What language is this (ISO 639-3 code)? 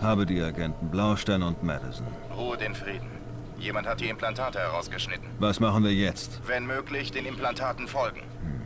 bar